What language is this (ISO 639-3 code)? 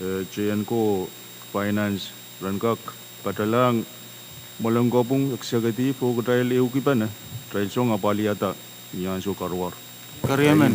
pon